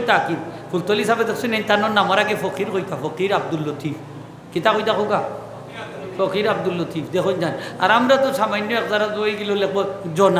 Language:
Sylheti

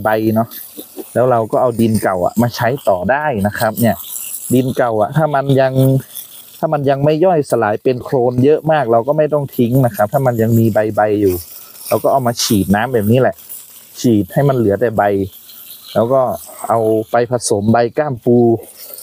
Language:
Thai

